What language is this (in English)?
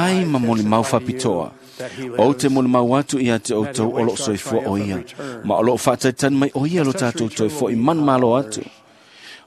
Samoan